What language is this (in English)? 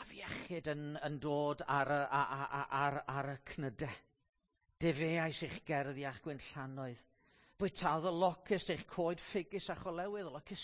Welsh